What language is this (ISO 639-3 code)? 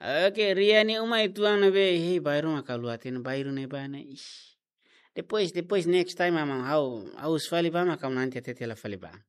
tet